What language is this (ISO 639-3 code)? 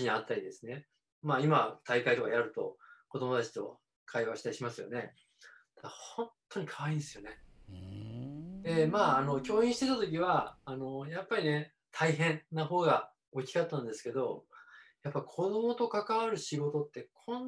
jpn